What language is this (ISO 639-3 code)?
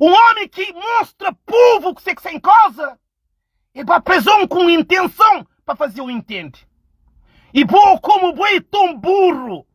kea